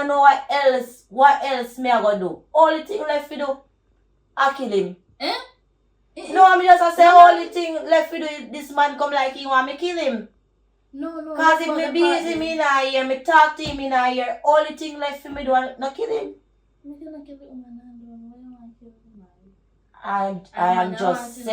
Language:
Jamaican Creole English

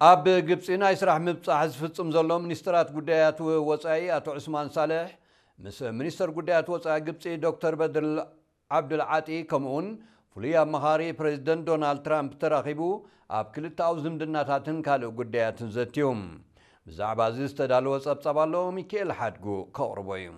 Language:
Tigrinya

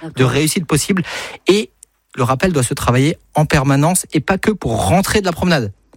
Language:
French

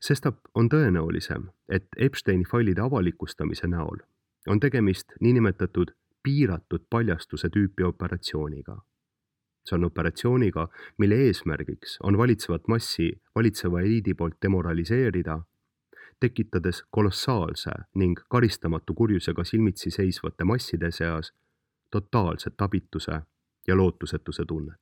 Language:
Estonian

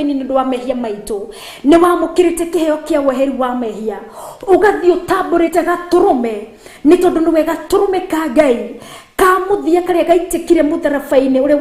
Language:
Kikuyu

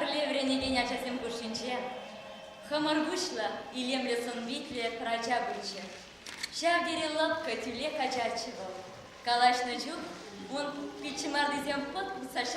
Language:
Chuvash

